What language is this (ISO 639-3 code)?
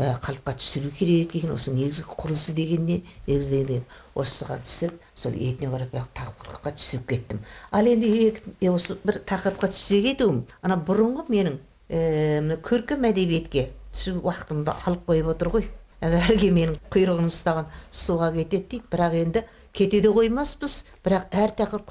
kaz